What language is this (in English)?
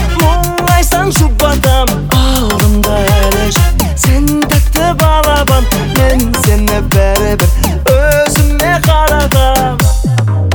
Kazakh